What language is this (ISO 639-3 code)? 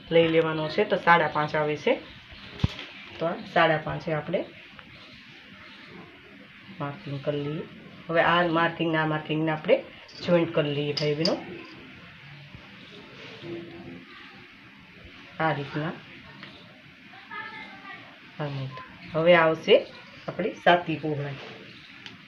guj